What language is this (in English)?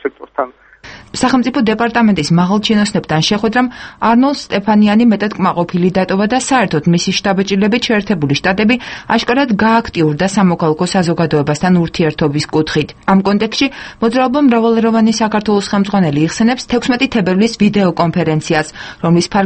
Georgian